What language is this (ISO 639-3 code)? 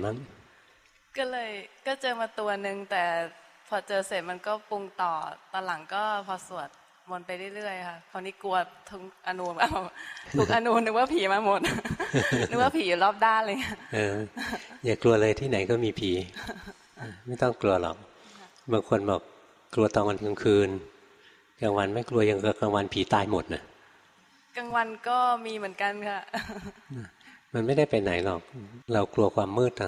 tha